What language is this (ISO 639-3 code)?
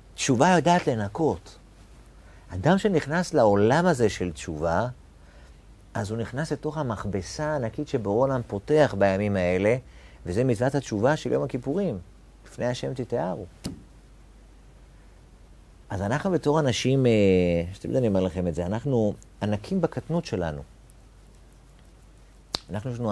heb